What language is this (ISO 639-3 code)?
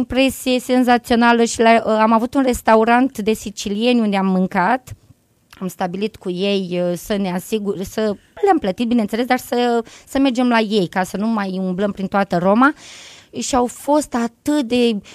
ron